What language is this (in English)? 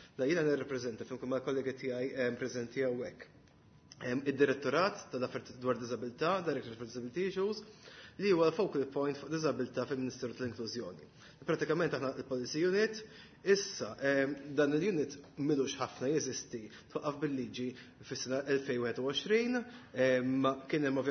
Maltese